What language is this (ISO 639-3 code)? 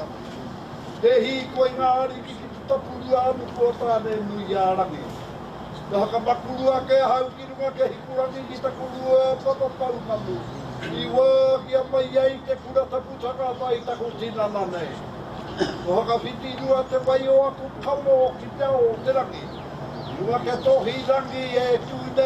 mri